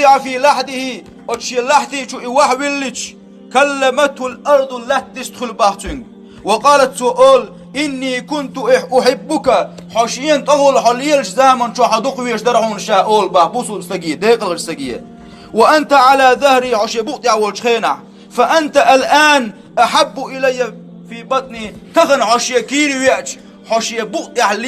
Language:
Chechen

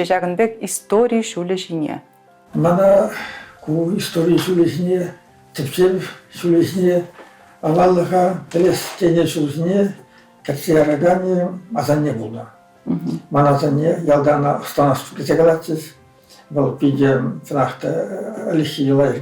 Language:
Chuvash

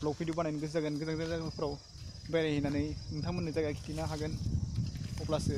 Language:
Bodo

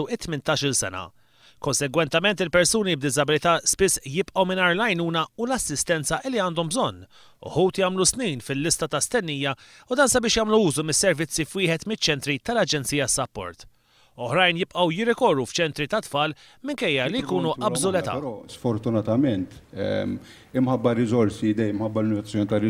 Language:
Maltese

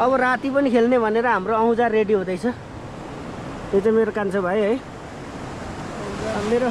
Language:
Nepali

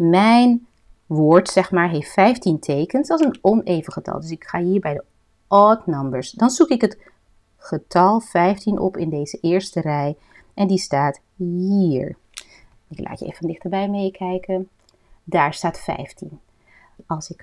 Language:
Dutch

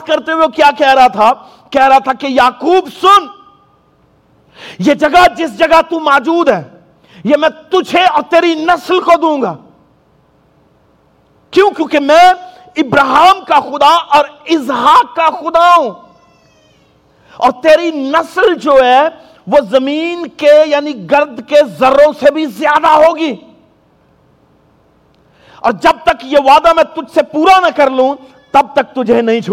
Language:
Urdu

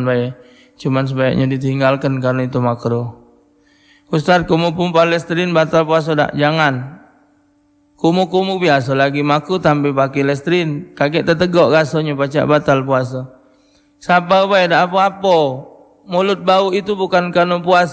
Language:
Musi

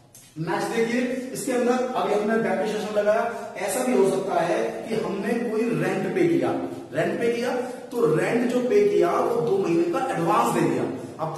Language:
Hindi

